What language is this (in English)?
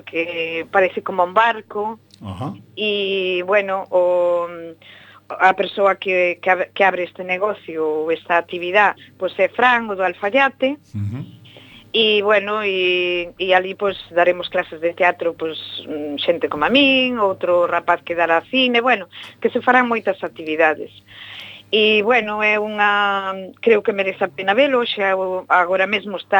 Galician